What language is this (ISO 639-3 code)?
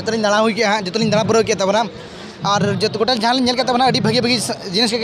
sat